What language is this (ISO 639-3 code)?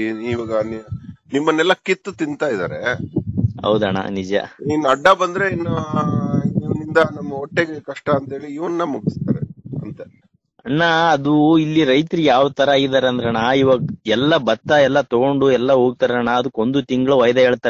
kan